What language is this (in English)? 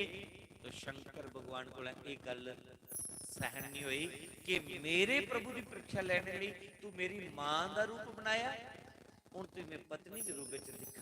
Dogri